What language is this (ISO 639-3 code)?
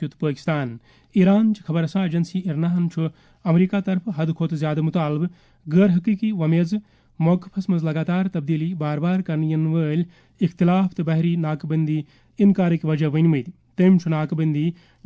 kas